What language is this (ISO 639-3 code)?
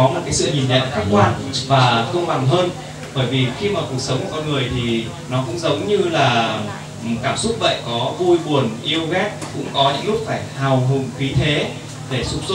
vie